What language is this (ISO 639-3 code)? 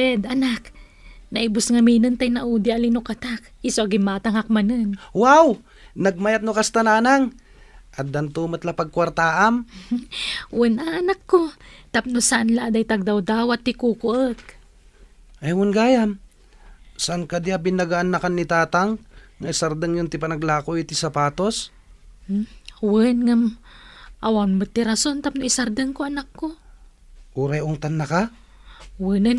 ilo